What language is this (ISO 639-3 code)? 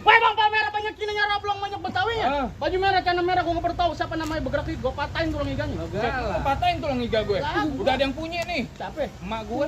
bew